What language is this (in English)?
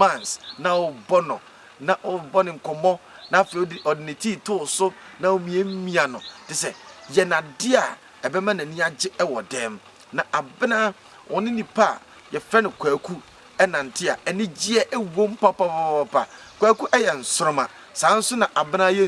Akan